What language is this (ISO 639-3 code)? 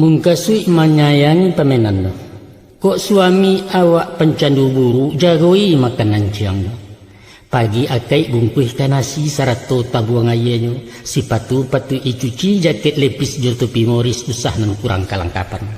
min